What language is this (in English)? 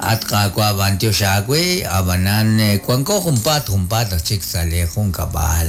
Kekchí